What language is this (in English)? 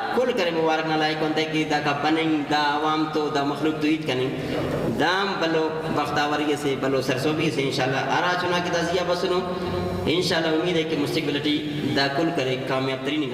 Brahui